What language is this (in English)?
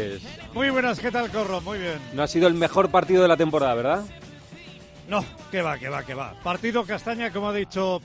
Spanish